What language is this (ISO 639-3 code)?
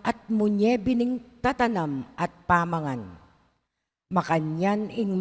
pam